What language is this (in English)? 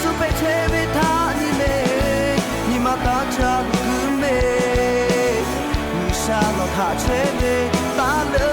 Lahu